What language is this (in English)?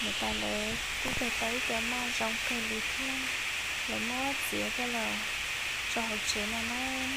Hmong